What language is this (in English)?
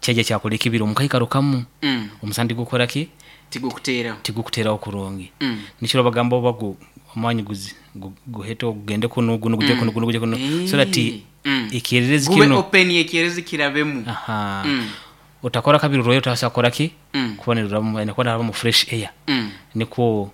Nyoro